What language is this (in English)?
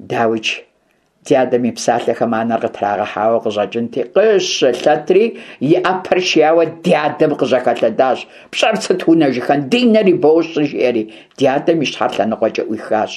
Kabardian